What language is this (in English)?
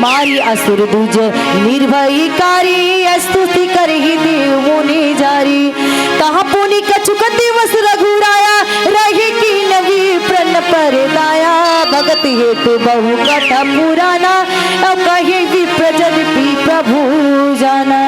Chhattisgarhi